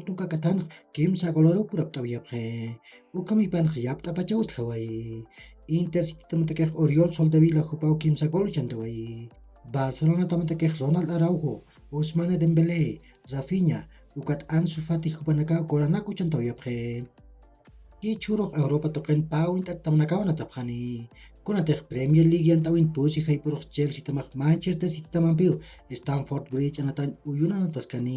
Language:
Aymara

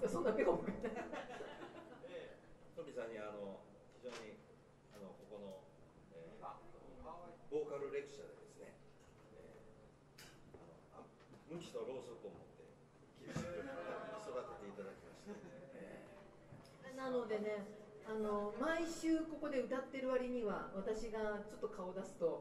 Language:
Japanese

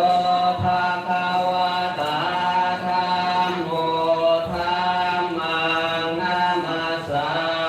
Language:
Pali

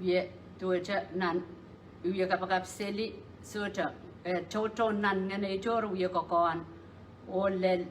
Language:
Pohnpeian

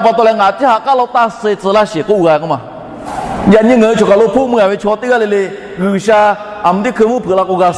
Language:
Lahu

